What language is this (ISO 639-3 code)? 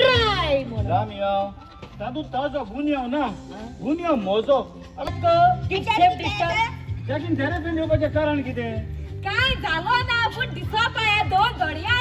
kok